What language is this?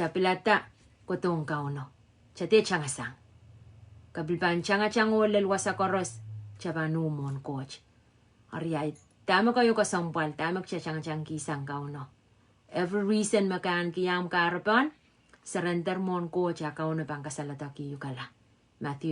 Pohnpeian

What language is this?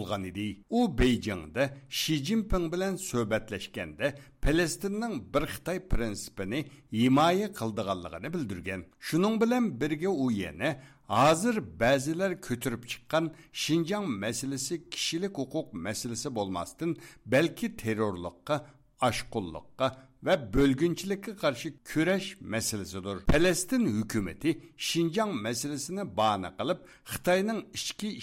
Uyghur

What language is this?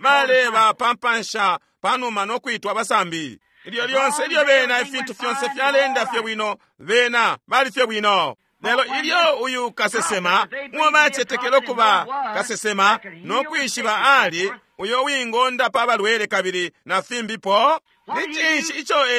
Bemba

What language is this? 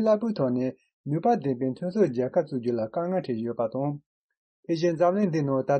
Tibetan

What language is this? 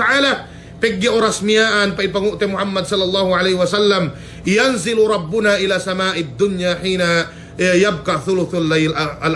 Yakan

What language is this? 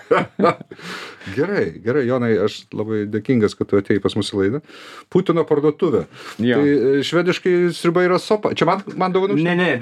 Lithuanian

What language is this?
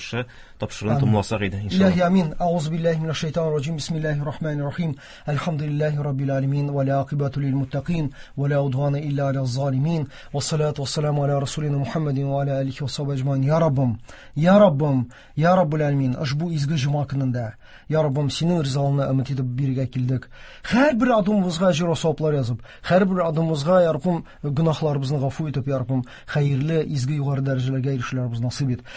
Tatar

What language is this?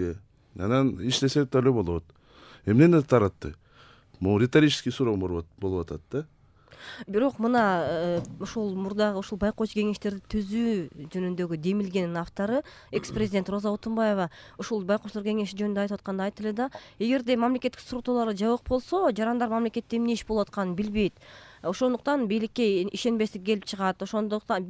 Kyrgyz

